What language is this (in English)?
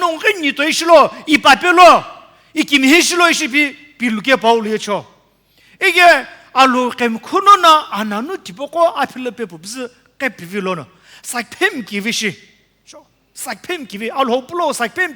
Sumi Naga